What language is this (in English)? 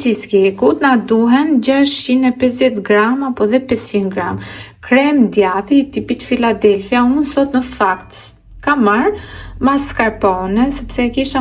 Albanian